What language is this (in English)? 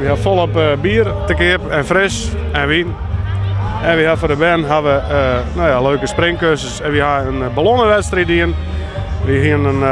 Western Frisian